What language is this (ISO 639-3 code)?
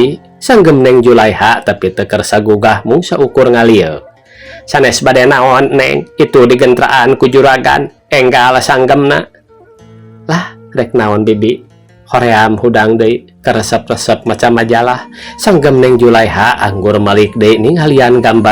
sun